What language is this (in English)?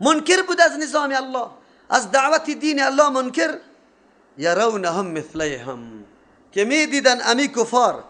Persian